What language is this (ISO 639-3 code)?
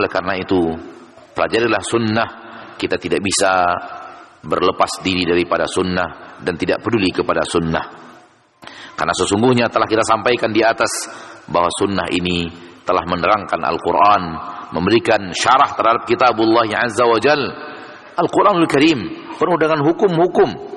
ind